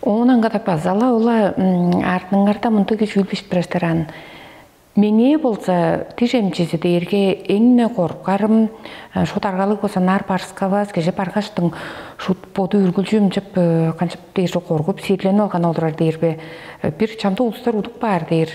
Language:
Tuvinian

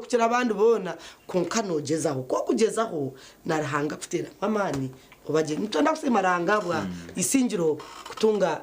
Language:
Nyankole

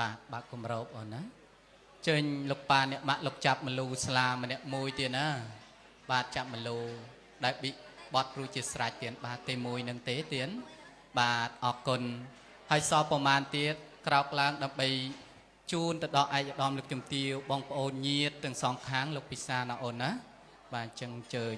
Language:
Khmer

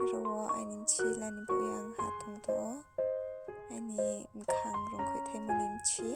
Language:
Riang (India)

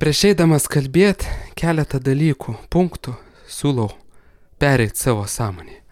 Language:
Lithuanian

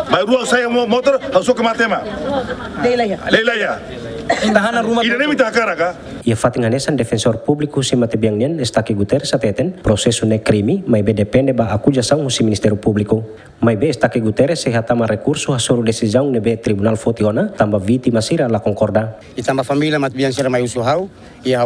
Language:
Tetum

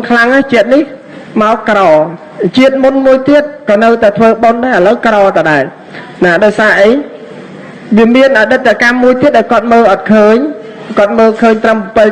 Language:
Khmer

